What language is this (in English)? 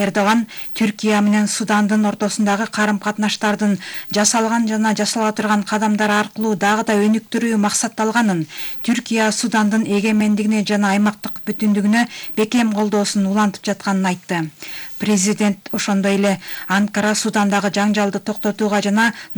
Kyrgyz